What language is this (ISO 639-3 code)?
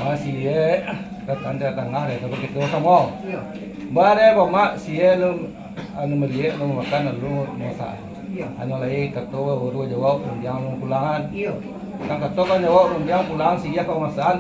min